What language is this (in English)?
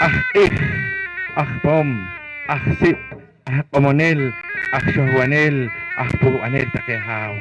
Poqomchi'